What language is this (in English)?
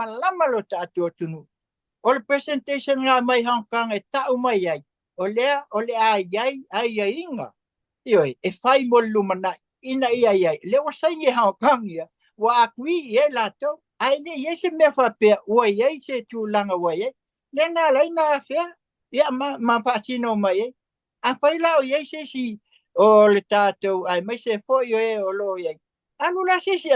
Samoan